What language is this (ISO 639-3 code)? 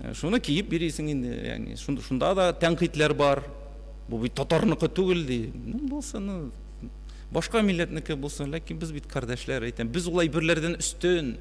tat